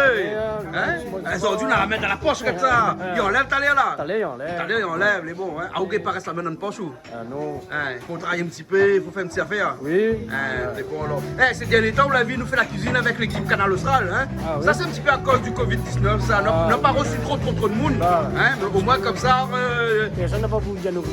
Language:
Réunion Creole French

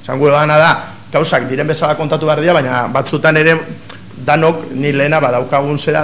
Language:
Basque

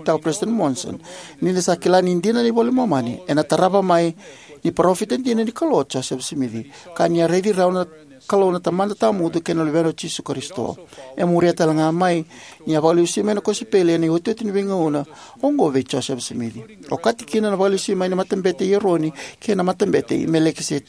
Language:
Fijian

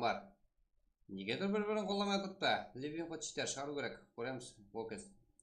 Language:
Kara-Kalpak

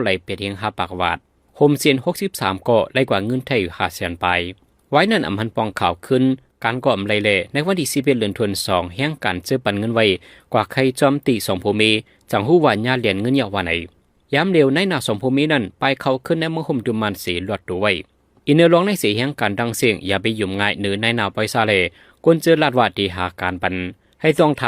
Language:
Shan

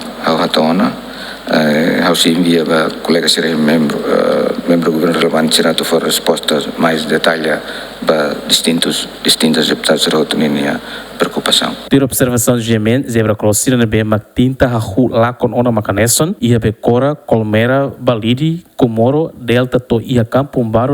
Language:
Tetum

